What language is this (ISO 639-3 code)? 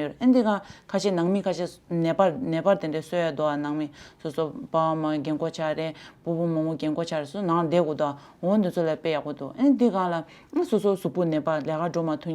bod